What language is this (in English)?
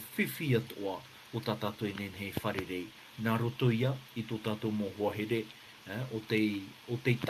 Tahitian